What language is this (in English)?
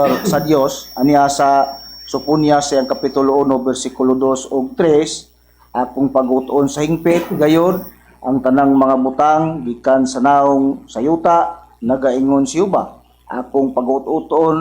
Cebuano